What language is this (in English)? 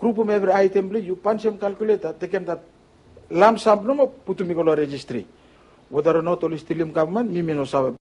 Bislama